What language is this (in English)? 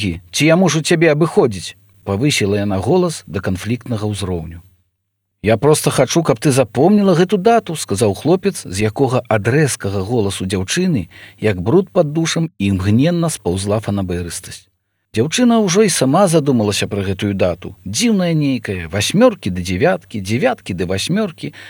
Belarusian